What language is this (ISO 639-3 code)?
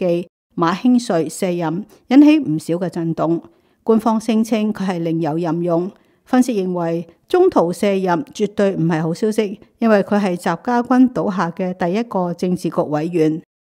yue